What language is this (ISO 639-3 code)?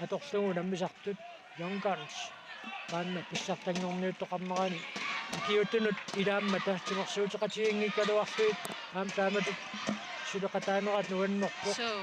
kal